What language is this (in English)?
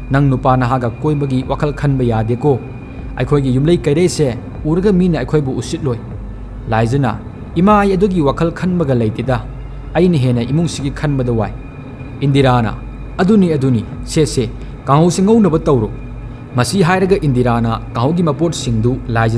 Manipuri